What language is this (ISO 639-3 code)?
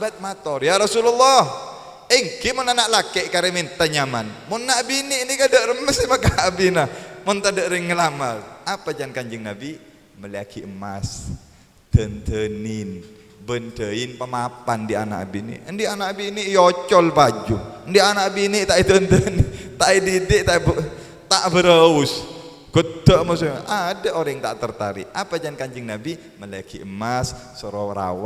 mad